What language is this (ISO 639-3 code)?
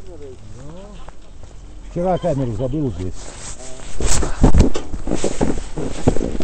rus